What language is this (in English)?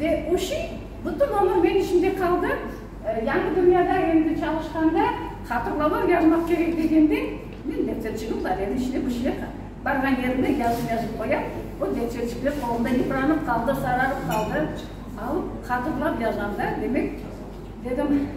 Crimean Tatar